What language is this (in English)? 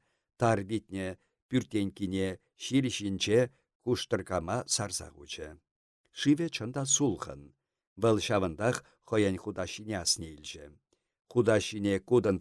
Chuvash